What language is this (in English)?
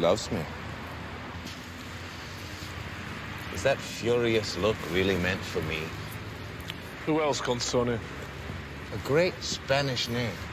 English